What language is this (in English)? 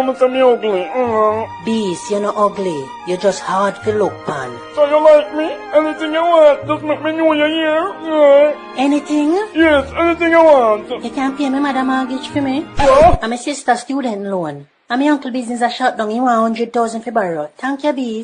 Jamaican Creole English